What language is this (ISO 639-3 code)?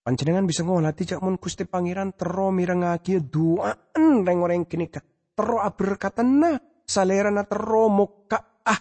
mad